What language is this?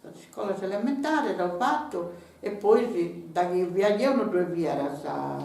Sardinian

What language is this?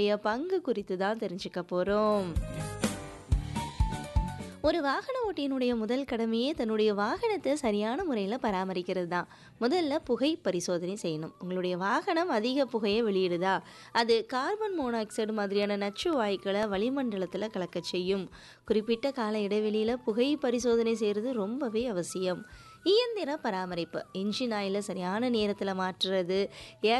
Tamil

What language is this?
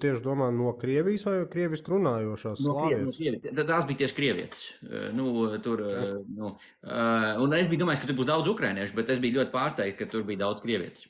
Latvian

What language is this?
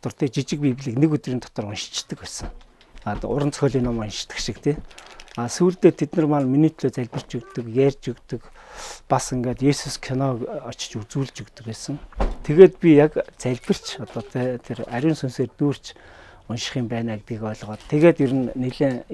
Mongolian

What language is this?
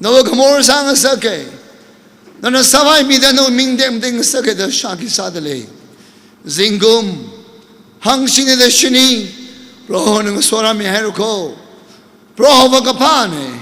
Tangkhul Naga (India)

